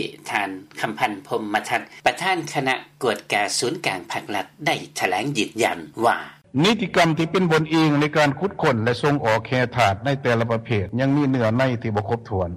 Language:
Lao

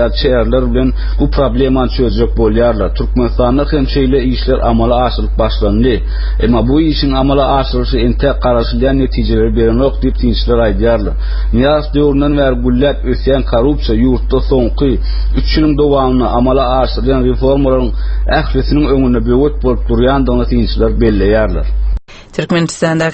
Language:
Turkmen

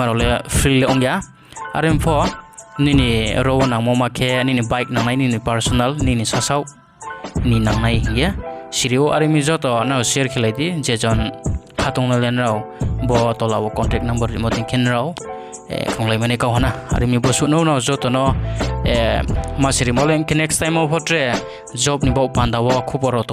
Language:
Riang (India)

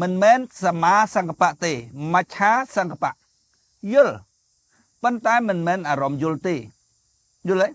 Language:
Khmer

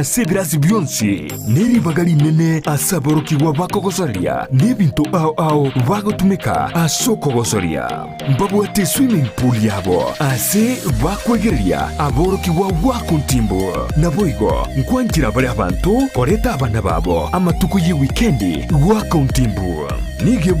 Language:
Gusii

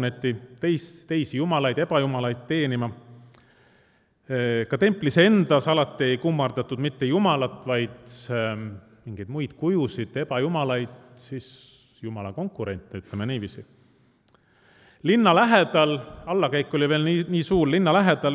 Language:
Estonian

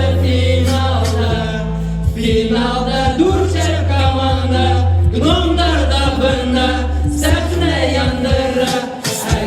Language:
Bashkir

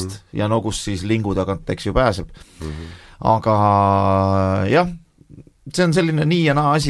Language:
Estonian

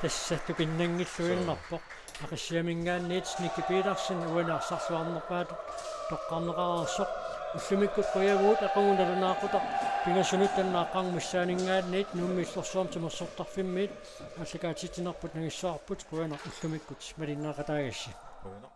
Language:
Kalaallisut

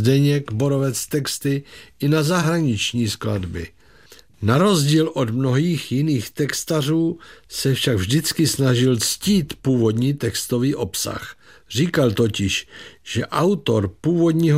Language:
Czech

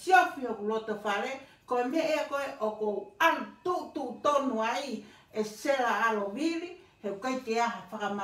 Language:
Tongan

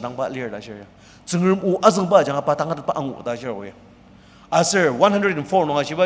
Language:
Ao Naga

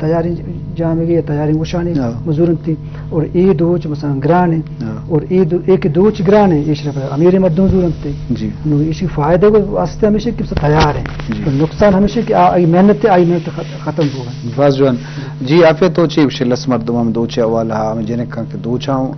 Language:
Eastern Balochi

